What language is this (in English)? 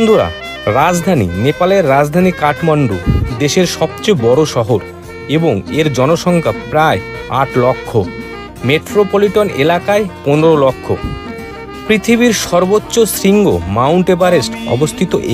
Bangla